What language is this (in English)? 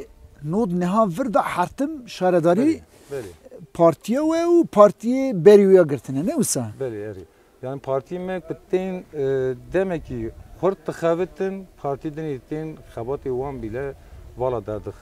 Kurdish